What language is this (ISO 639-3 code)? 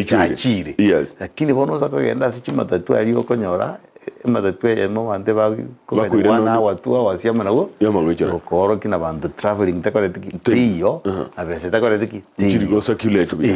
guz